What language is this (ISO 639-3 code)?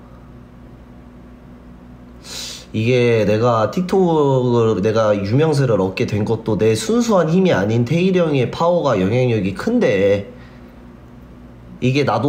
kor